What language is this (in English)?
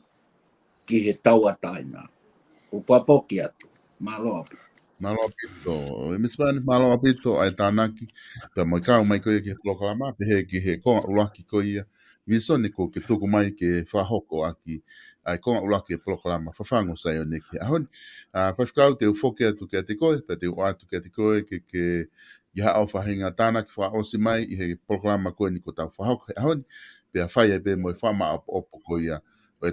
Tongan